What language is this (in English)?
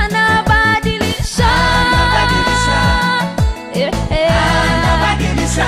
Swahili